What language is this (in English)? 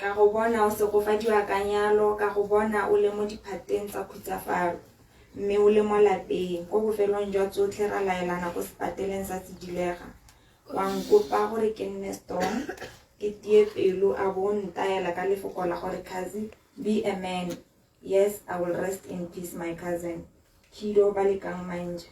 Tswana